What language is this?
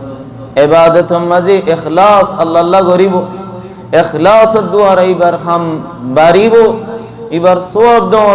Rohingya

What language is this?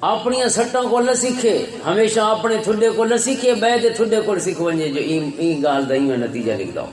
Western Panjabi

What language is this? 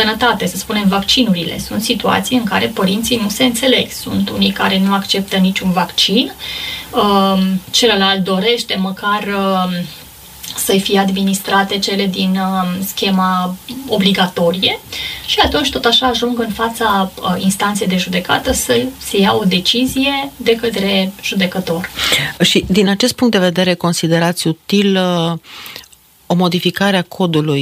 Romanian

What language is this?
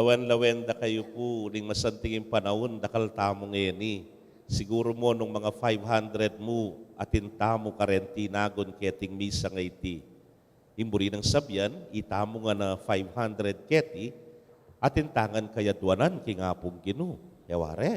Pampanga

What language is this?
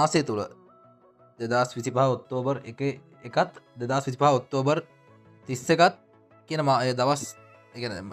Sinhala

